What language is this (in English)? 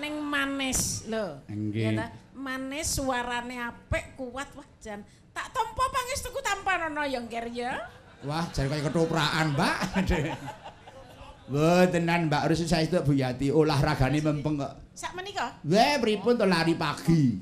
Javanese